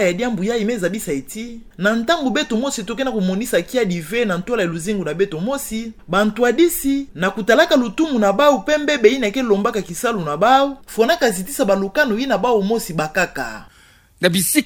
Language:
Kituba (Democratic Republic of Congo)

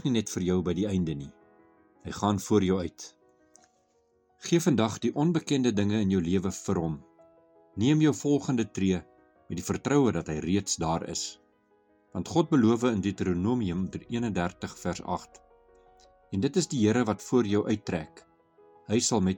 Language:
Afrikaans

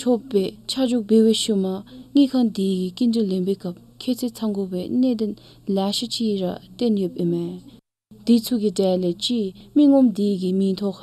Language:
Dzongkha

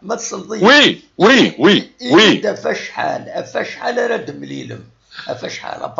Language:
Kabyle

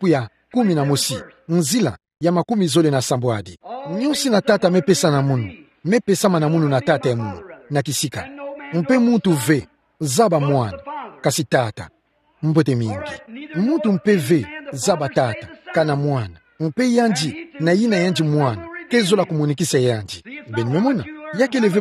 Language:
Kituba (Democratic Republic of Congo)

